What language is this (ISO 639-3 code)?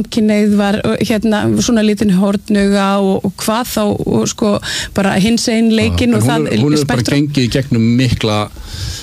isl